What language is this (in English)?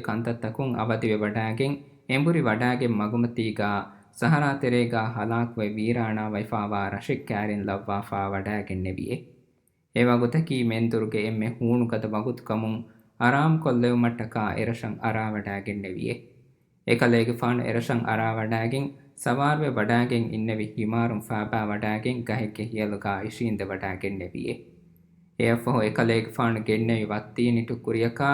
Divehi